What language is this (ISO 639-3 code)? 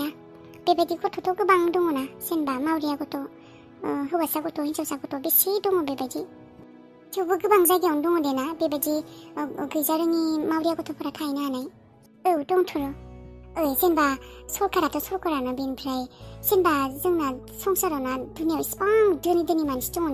brx